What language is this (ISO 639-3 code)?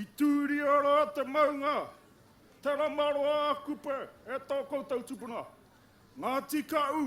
mri